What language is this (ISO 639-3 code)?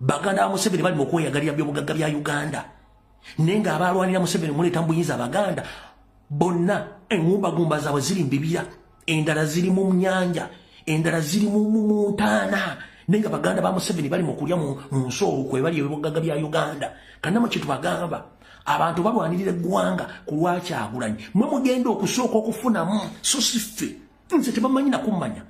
lug